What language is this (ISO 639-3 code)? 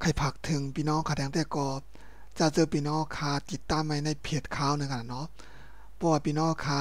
shn